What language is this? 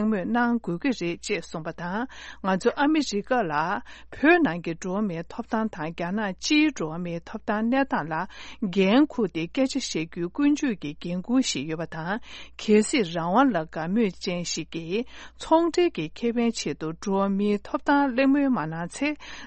Tibetan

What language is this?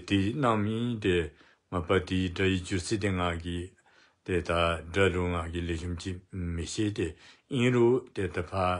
Dzongkha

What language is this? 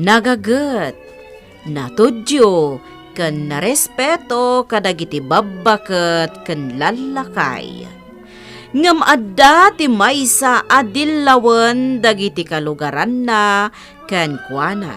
Iloko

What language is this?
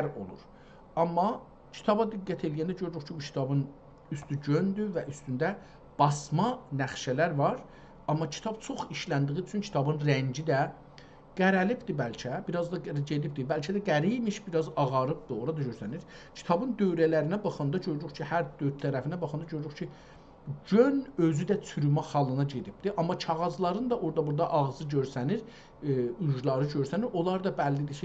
South Azerbaijani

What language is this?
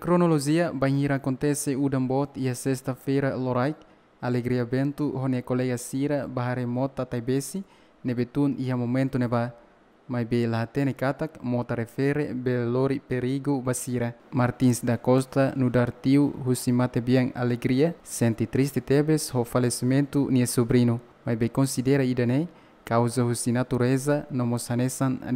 Tetum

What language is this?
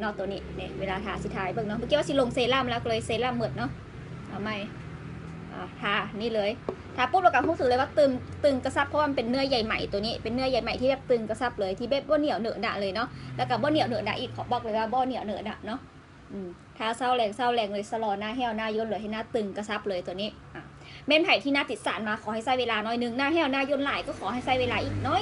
Lao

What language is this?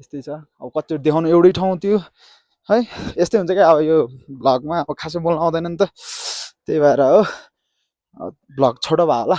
Nepali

